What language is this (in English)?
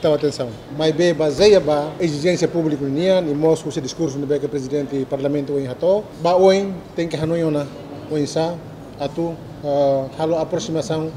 Tetum